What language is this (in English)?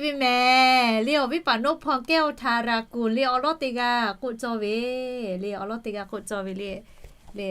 Lahu